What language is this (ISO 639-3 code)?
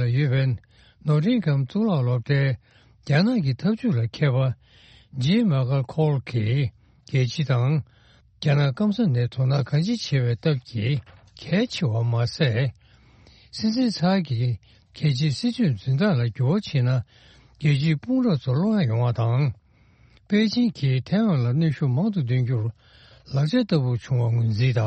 bod